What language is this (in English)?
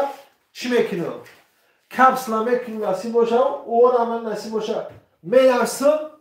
Tajik